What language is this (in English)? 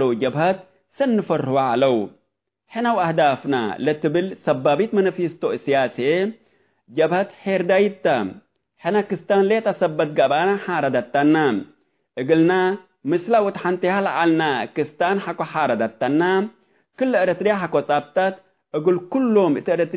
Tigre